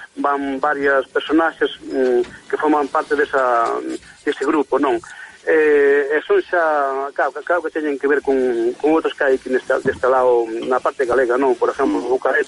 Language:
Galician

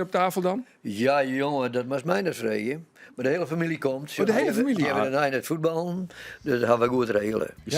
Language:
Western Frisian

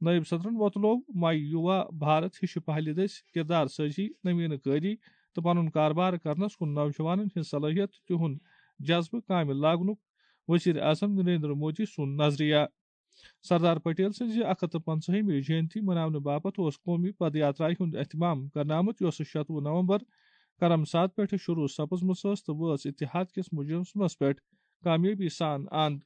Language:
Kashmiri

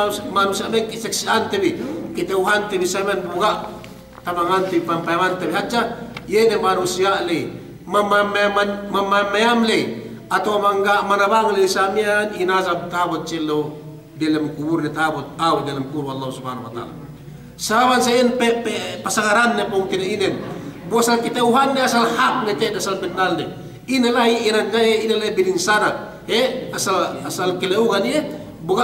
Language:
Yakan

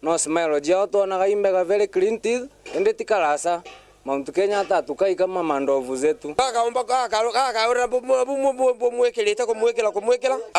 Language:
Meru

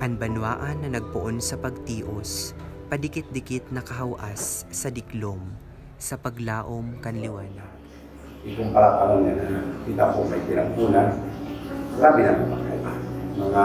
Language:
Bikol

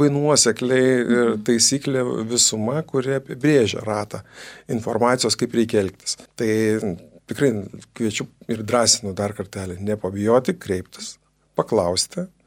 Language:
Lithuanian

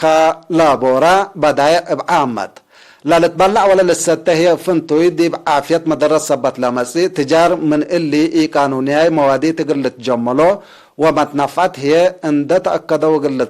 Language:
Tigre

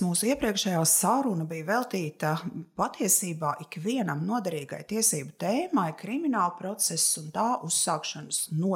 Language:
Latvian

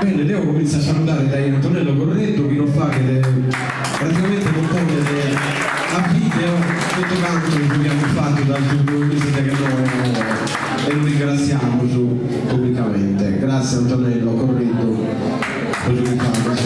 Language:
Sardinian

